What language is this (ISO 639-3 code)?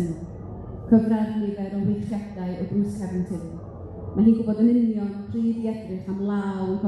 cym